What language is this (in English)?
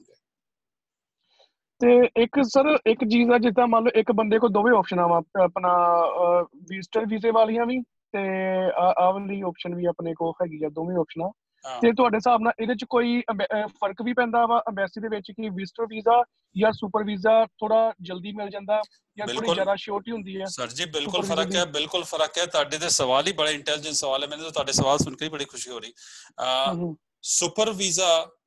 Punjabi